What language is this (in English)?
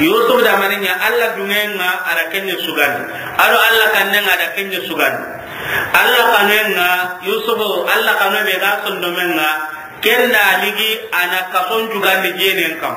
Soninke